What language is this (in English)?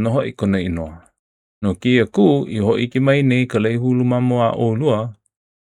Hawaiian